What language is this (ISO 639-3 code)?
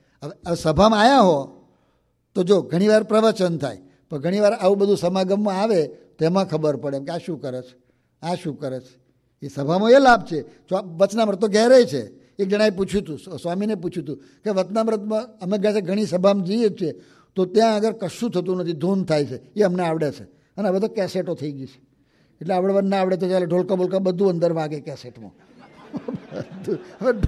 guj